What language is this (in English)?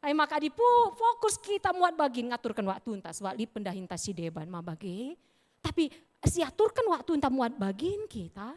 Batak Karo